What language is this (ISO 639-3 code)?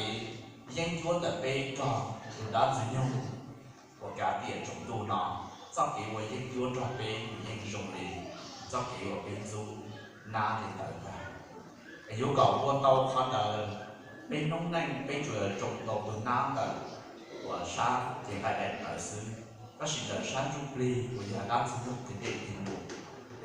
hmn